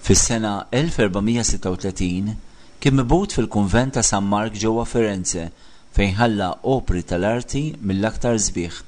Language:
Maltese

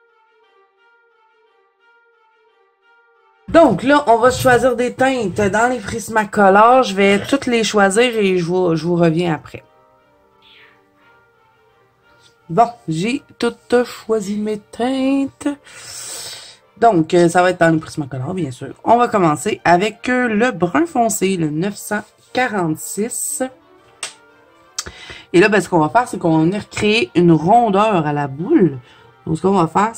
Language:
French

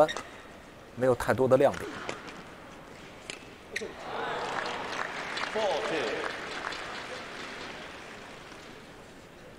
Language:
Chinese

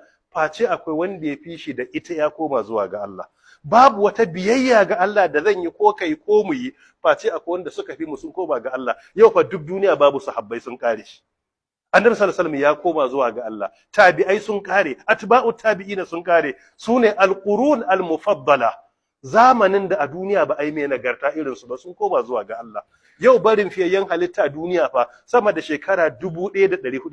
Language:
Hausa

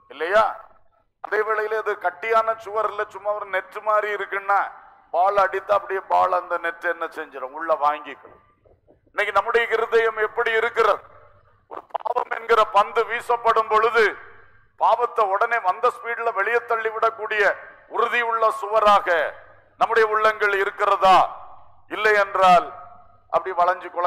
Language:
Tamil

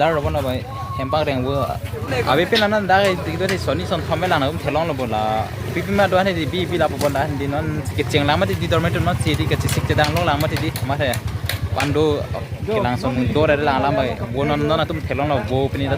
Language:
Karbi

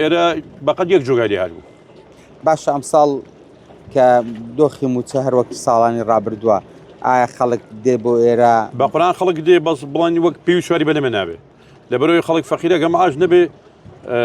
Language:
Central Kurdish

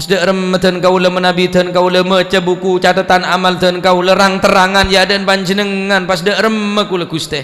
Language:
Madurese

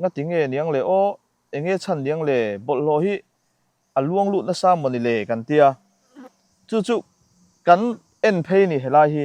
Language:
Mizo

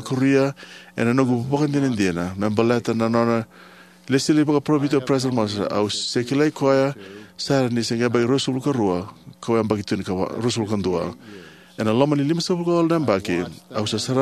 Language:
Fijian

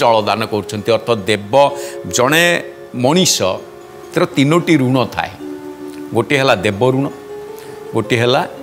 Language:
Odia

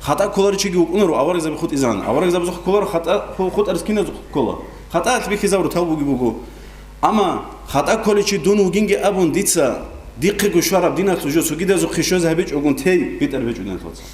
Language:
Avaric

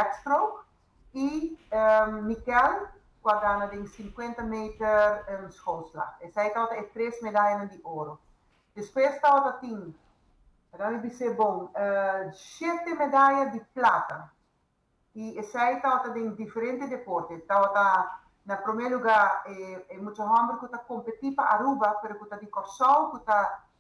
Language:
Papiamento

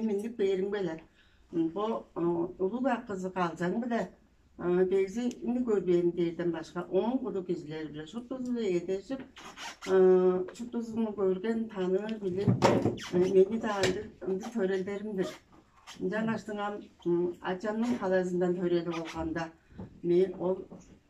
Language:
Tuvinian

